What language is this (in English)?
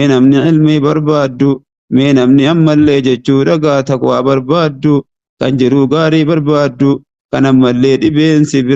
Oromo